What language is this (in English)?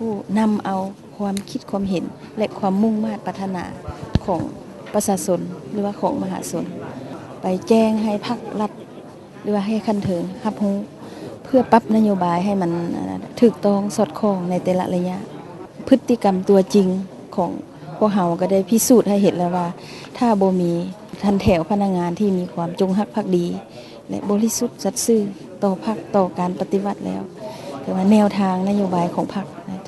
Lao